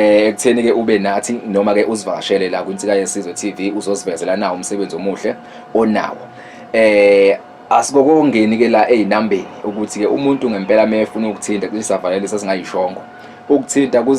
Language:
Zulu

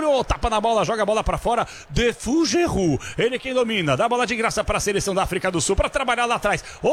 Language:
Portuguese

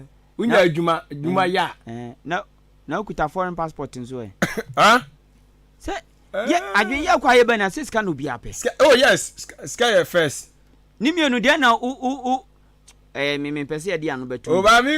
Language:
Akan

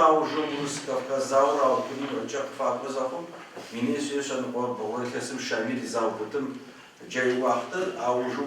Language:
Adyghe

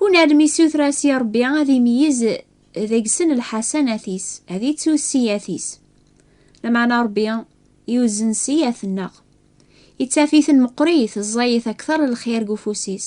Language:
Kabyle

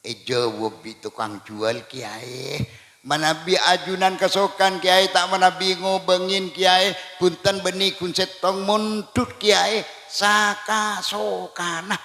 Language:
Madurese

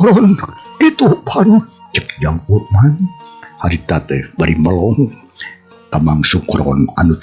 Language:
Sundanese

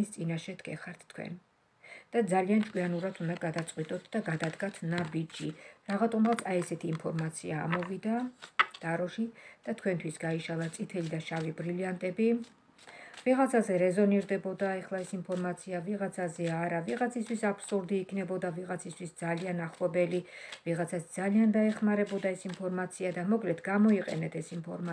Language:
Georgian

